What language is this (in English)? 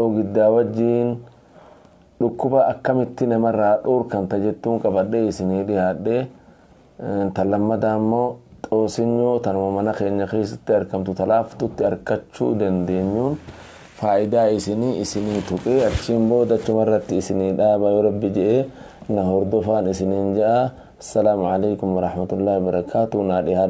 Oromo